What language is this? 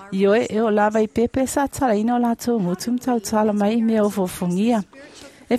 Samoan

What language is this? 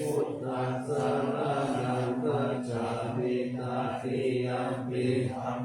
Pali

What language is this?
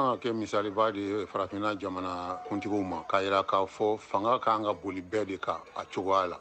Bambara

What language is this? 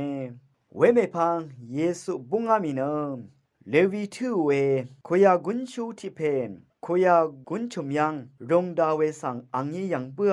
Rawang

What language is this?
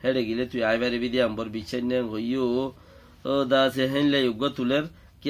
Rohingya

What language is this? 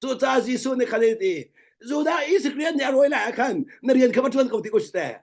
Hakha Chin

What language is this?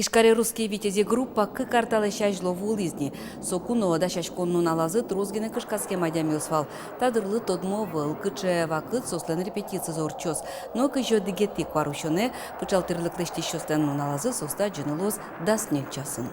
Udmurt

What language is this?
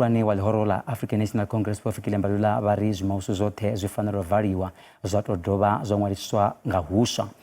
Venda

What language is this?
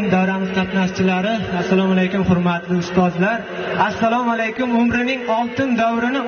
Uzbek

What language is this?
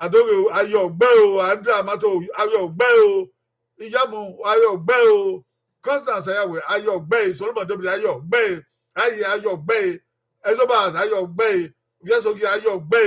Bini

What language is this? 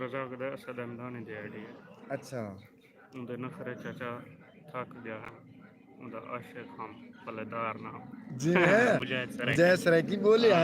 Saraiki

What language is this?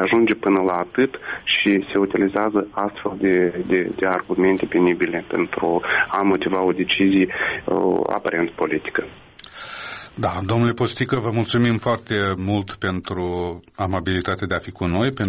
Romanian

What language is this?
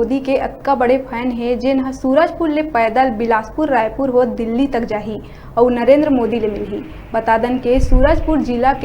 Chhattisgarhi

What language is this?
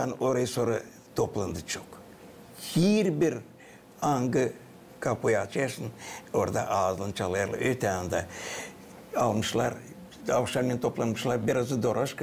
Gagauz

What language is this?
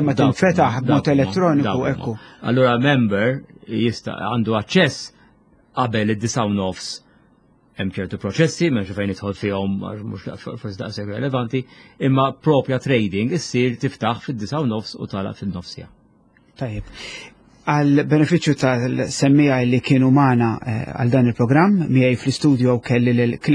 Maltese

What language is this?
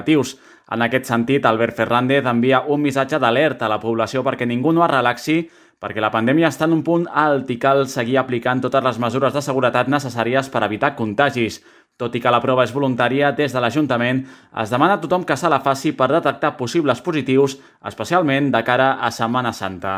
Catalan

